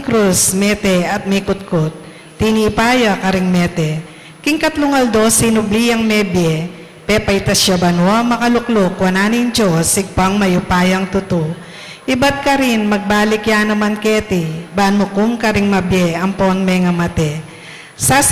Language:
Pampanga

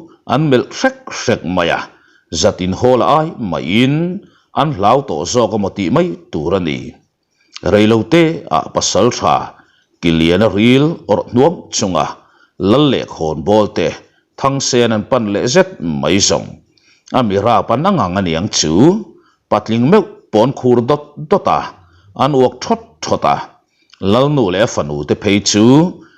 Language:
Mizo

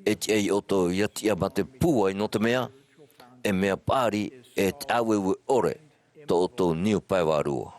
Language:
Tahitian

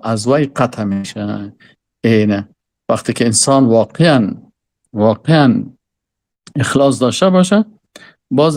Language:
Persian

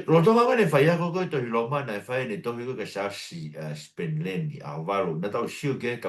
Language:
Tongan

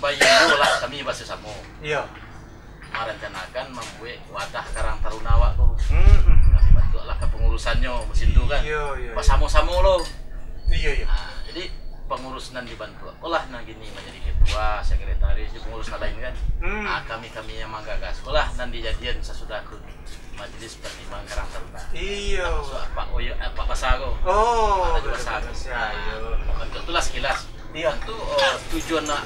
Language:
Minangkabau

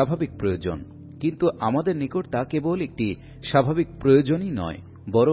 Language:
Bangla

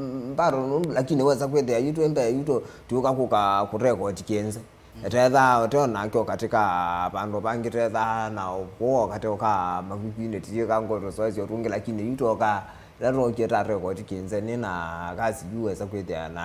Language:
Kamba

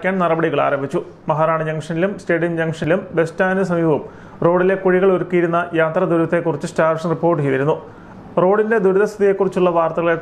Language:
Malayalam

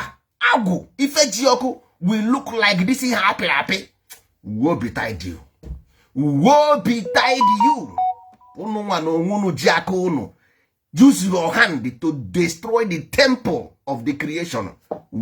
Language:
Igbo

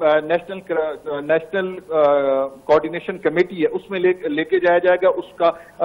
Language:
Urdu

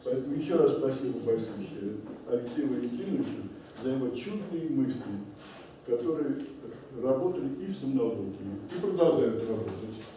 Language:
Russian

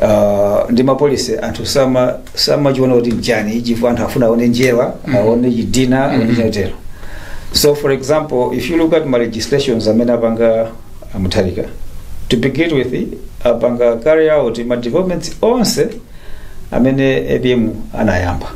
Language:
Nyanja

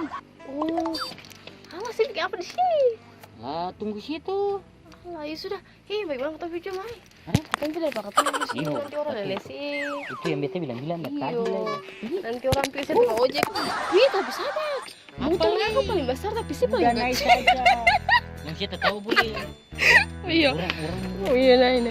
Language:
Ambonese Malay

